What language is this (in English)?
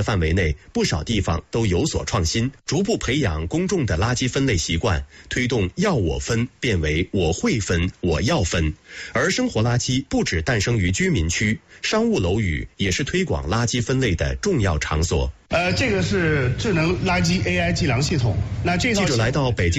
Chinese